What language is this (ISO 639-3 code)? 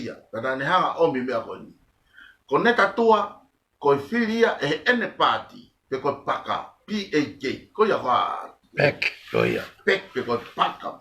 ton